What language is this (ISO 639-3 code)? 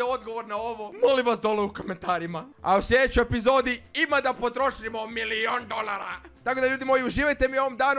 hrv